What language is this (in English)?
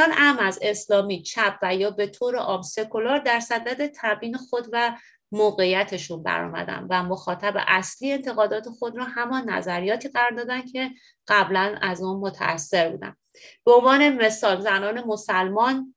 Persian